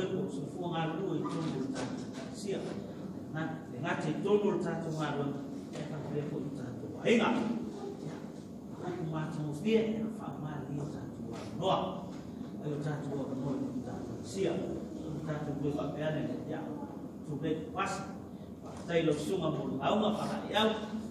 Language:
Samoan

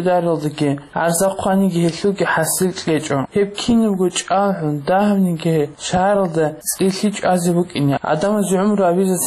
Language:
Avaric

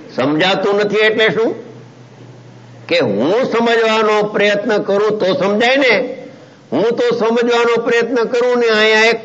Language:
Gujarati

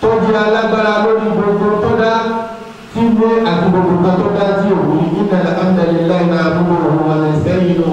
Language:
Yoruba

